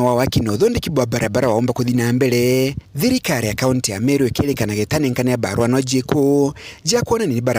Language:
Meru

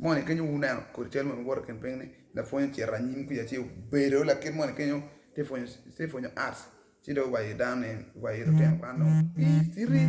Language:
Acoli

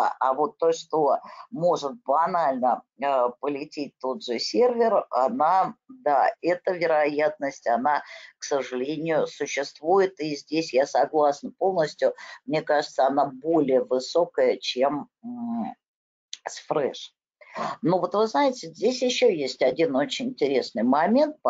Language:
Russian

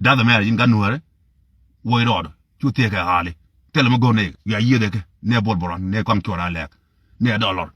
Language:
Nuer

